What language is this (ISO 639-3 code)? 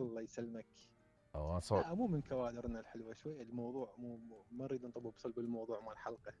acm